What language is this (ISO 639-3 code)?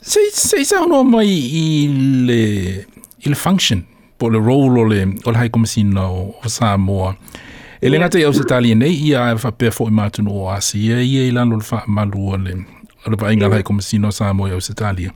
smo